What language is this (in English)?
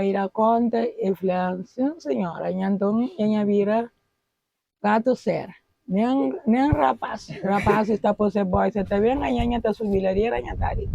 Kabuverdianu